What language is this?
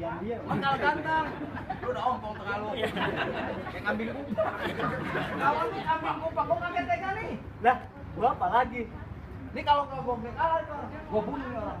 Betawi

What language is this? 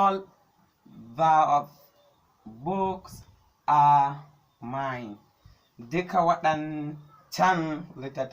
Hausa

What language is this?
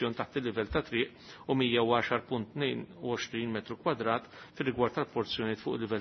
Maltese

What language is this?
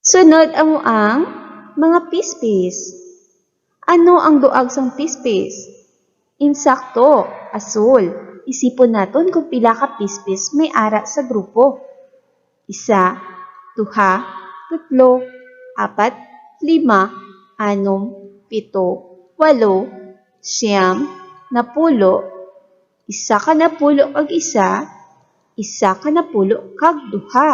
Hiligaynon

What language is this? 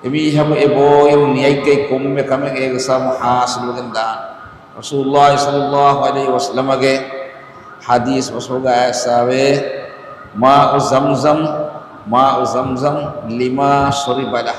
Divehi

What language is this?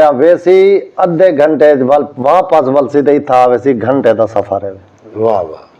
Saraiki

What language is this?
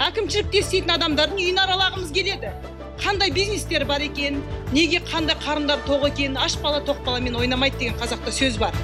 Kyrgyz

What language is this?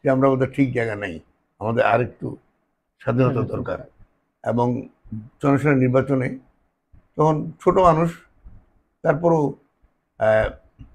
Bangla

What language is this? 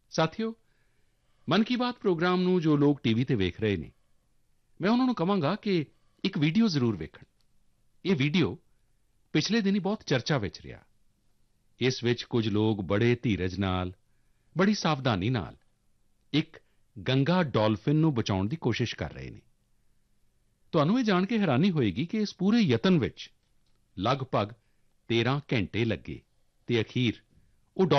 Punjabi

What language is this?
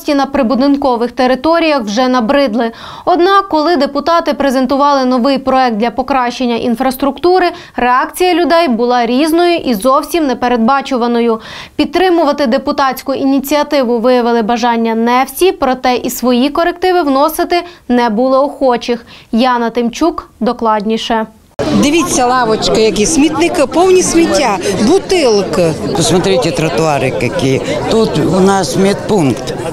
Ukrainian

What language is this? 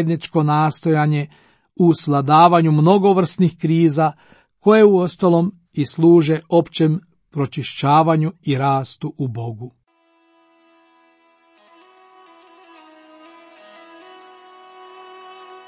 Croatian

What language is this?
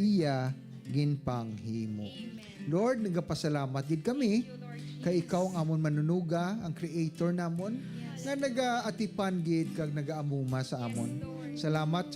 Hiligaynon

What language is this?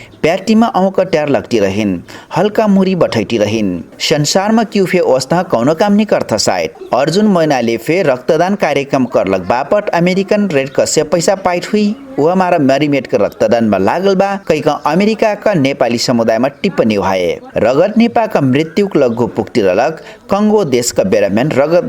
Dangaura Tharu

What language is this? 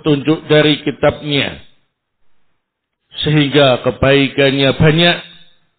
Indonesian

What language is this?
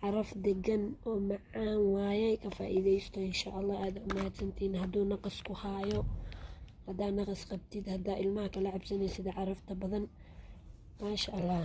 Somali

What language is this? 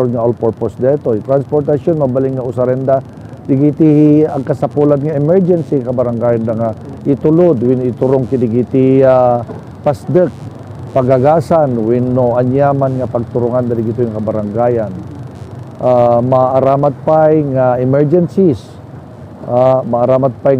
Iloko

